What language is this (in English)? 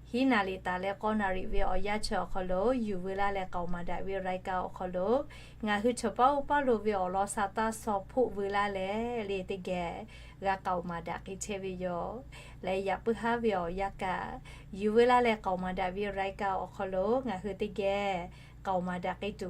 Lahu